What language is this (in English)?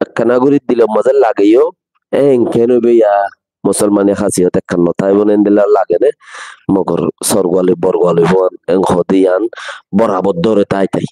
Rohingya